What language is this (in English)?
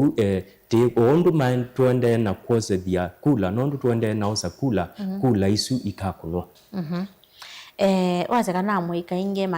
Kamba